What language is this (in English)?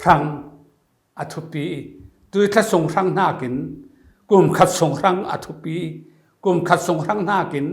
Falam Chin